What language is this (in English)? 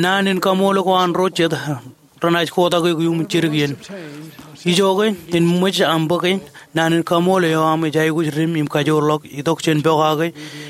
Marshallese